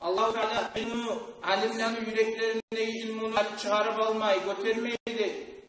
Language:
Kumyk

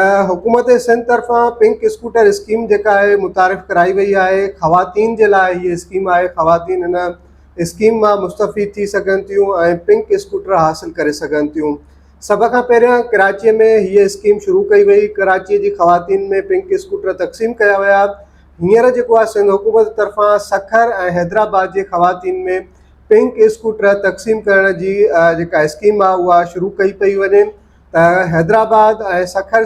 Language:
Sindhi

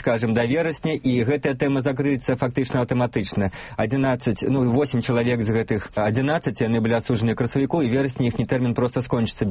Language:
Belarusian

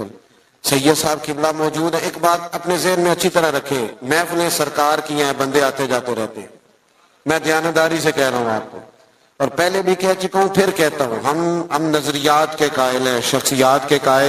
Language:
Urdu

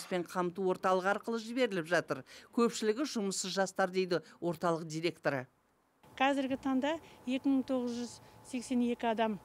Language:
Kazakh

